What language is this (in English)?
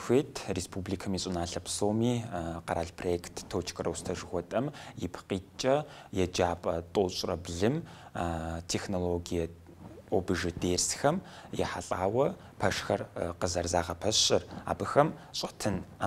Kabardian